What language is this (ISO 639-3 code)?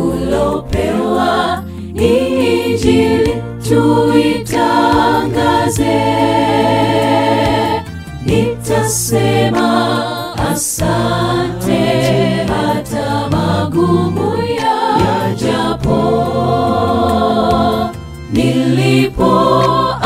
swa